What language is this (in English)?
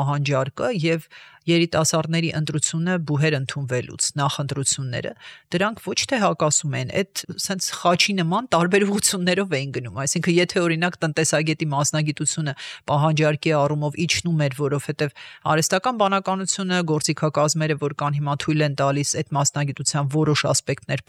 Armenian